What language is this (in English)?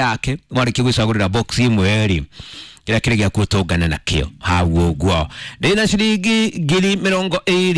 Kikuyu